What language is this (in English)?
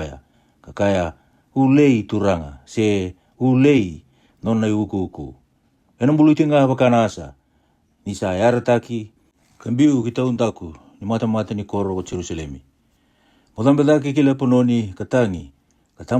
Fijian